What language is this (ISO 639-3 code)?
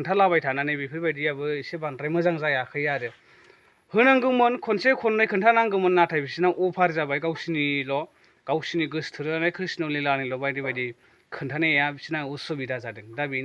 brx